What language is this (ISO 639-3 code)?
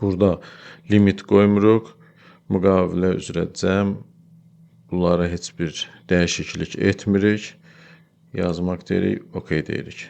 aze